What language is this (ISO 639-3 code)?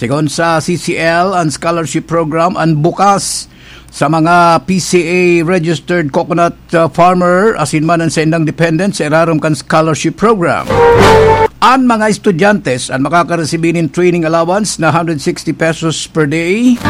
bik